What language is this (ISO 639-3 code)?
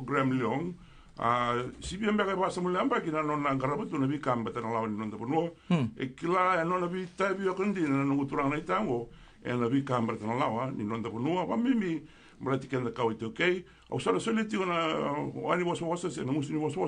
fij